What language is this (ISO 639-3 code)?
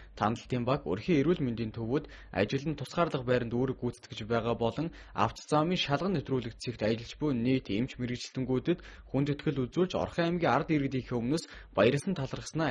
mon